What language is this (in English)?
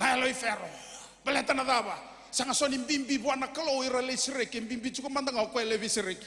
Fijian